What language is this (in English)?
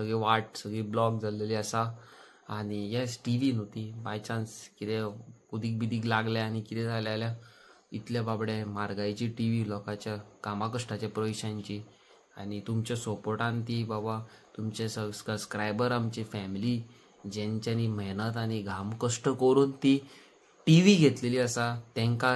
Konkani